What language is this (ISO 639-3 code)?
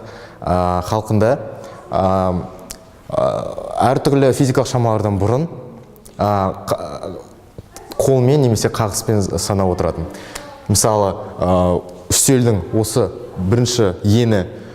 kaz